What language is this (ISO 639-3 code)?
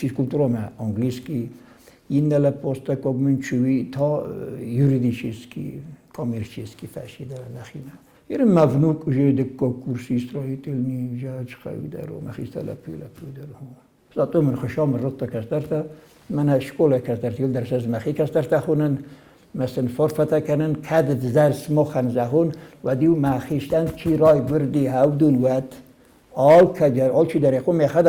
oss